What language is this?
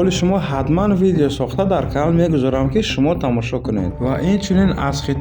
Tajik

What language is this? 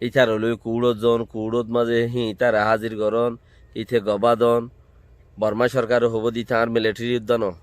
Rohingya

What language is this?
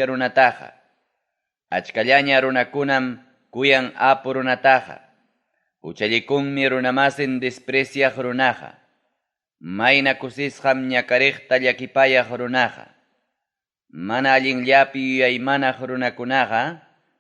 Ayacucho Quechua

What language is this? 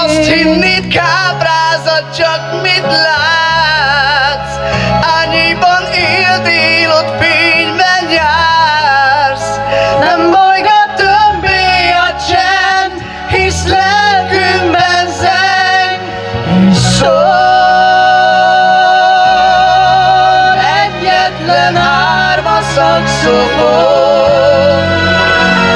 Hungarian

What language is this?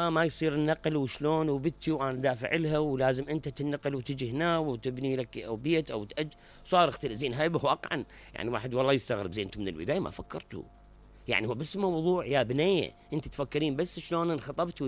Mesopotamian Arabic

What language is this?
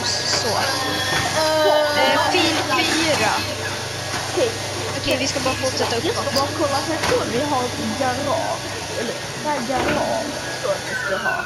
Swedish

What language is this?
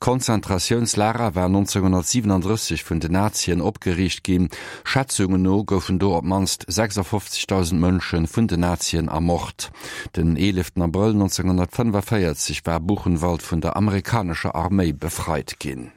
Luxembourgish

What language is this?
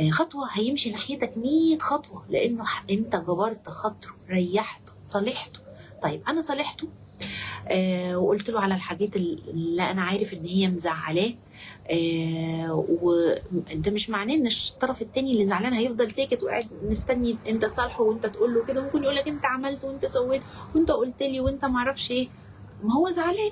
Egyptian Arabic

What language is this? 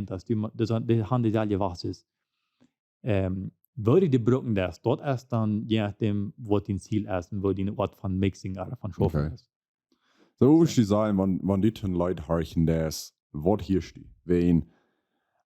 Plautdietsch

